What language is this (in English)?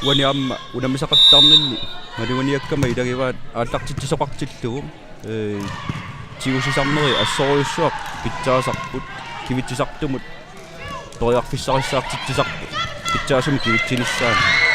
Kalaallisut